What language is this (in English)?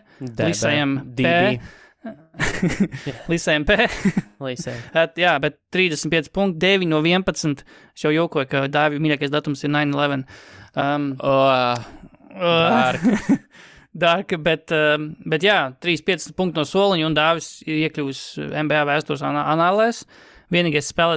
Latvian